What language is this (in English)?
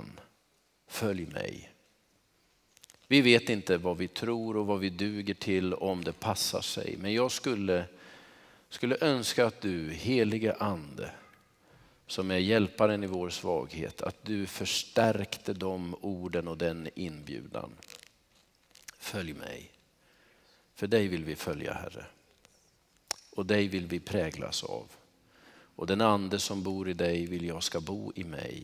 Swedish